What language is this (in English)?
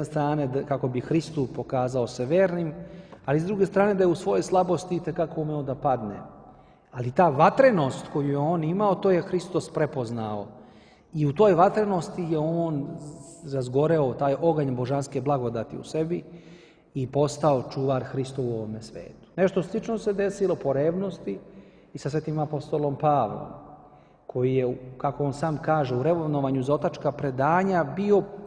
Serbian